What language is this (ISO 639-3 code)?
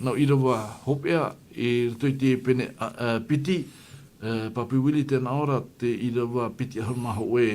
tah